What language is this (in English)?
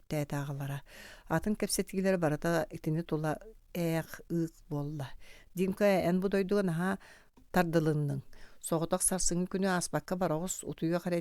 Yakut